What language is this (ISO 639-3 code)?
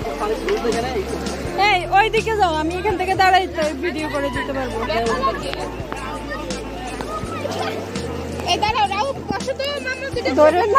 ben